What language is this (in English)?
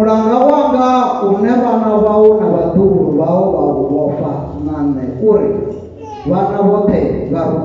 Venda